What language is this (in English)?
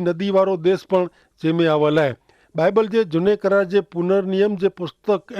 Kachhi